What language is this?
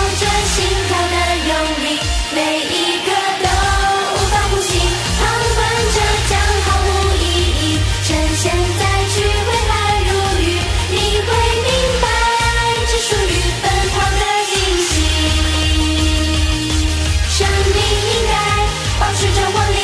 Chinese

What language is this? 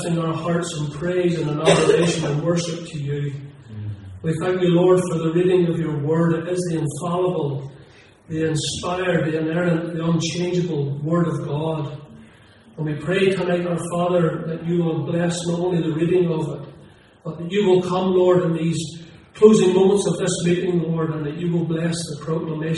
English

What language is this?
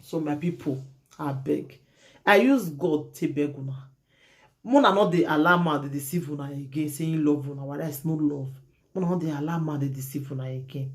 Nigerian Pidgin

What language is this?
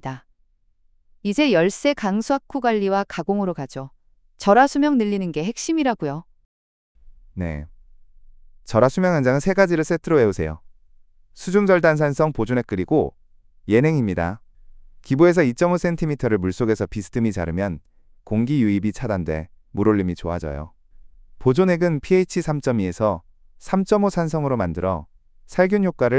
Korean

